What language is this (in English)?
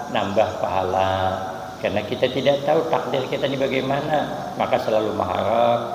Banjar